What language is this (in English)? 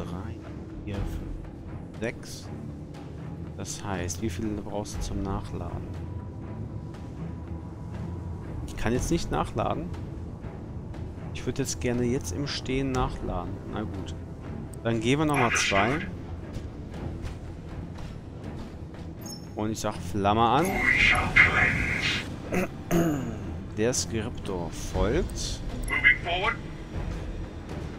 German